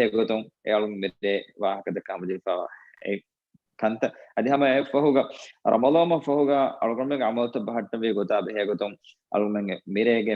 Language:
Divehi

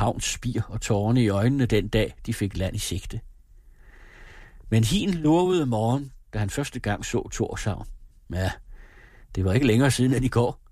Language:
Danish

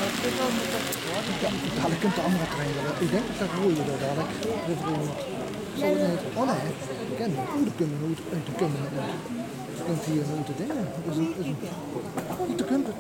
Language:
Dutch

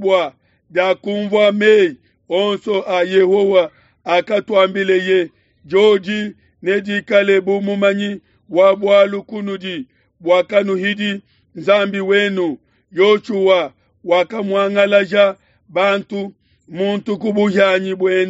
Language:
Luba-Lulua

